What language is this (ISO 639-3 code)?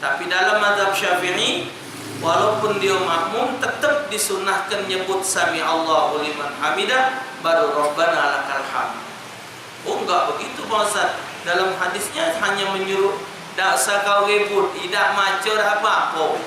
mui